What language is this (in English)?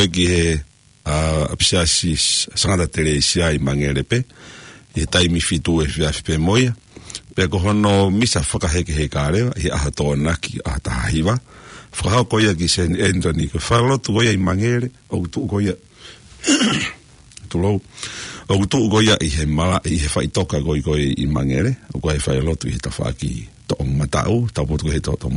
Tongan